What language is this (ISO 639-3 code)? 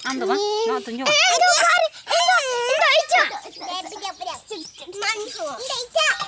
sat